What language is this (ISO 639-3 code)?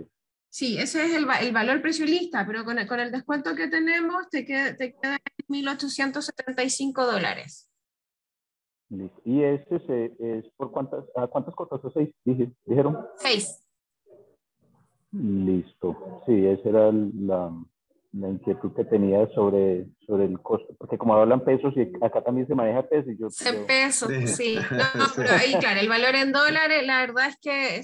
spa